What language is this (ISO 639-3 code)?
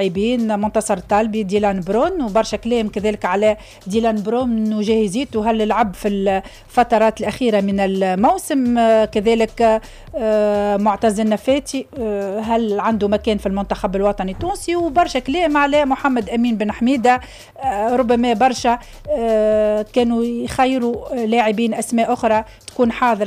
aeb